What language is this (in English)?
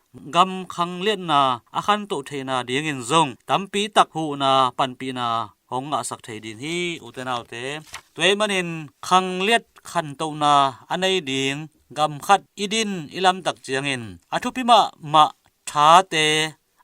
Tedim Chin